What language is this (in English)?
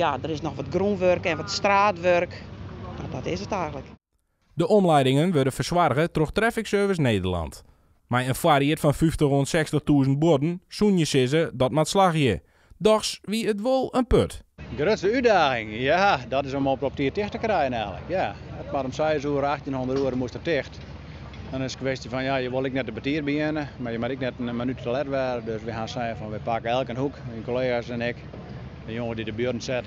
Western Frisian